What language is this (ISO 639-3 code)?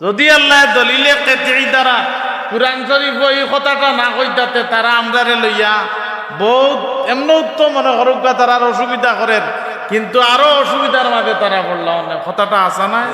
syl